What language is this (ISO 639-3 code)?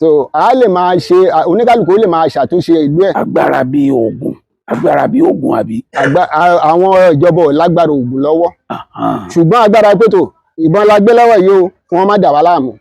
yor